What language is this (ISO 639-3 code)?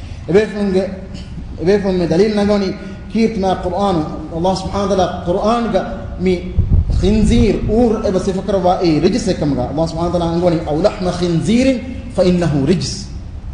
div